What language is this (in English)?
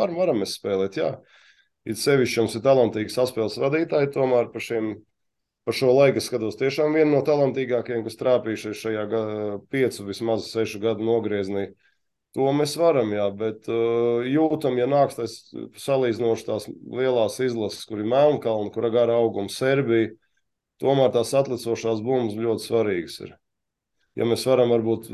Latvian